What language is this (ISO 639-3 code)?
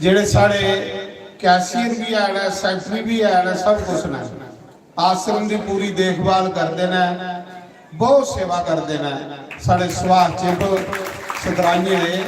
doi